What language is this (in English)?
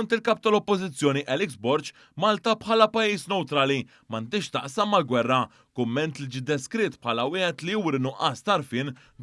Maltese